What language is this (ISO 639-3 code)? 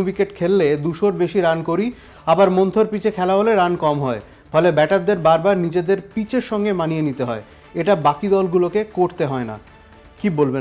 ben